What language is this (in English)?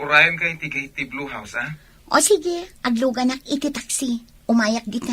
Iloko